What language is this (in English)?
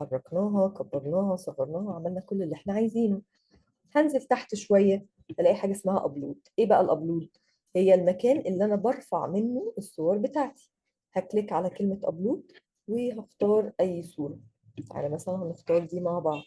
Egyptian Arabic